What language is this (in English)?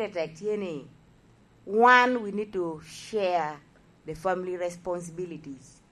Lango (Uganda)